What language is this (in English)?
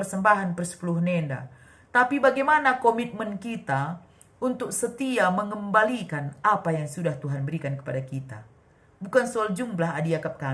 Batak Karo